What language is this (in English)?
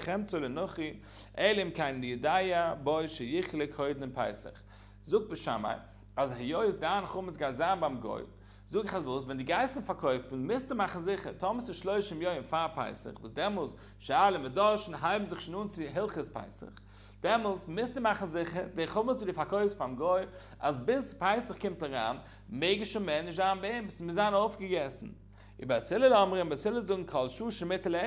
Yiddish